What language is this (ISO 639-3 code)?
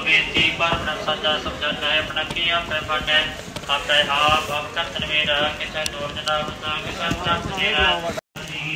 pan